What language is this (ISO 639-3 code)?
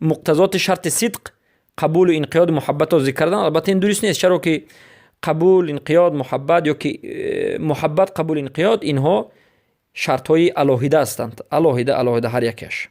fas